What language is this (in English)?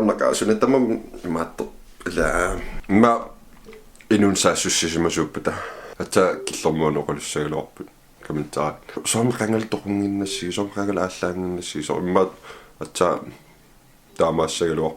Kalaallisut